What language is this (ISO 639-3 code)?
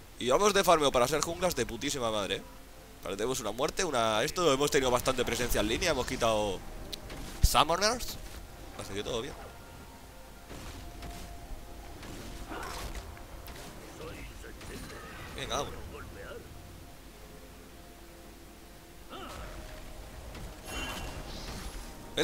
spa